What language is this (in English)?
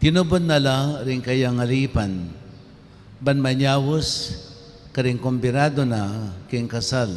Pampanga